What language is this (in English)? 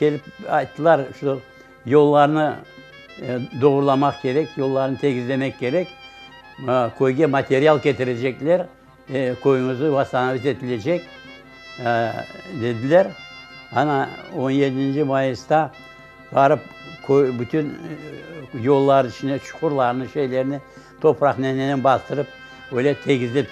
Crimean Tatar